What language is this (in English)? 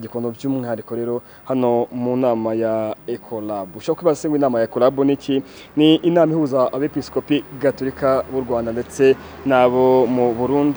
Kinyarwanda